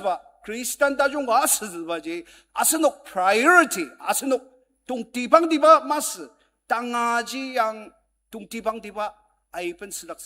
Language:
Ao Naga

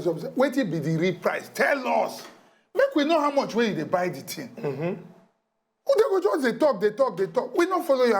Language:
Nigerian Pidgin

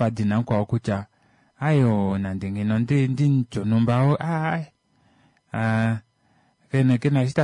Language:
Kuanyama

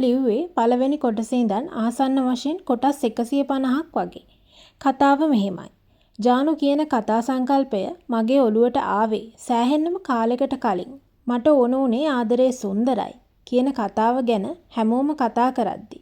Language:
Sinhala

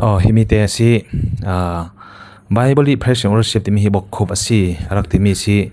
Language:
Falam Chin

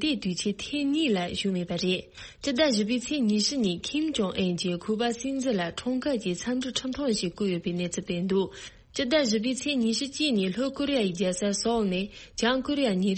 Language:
Tibetan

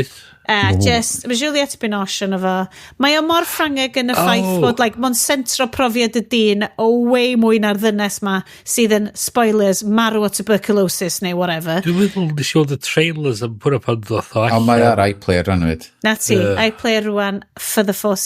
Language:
Welsh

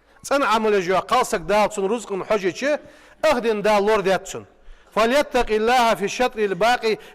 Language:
Ingush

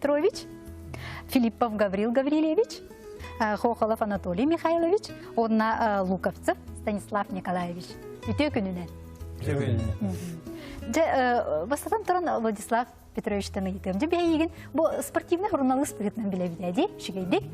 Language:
Yakut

